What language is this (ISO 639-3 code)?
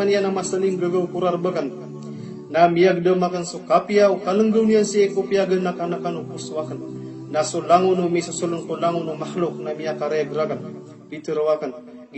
mrw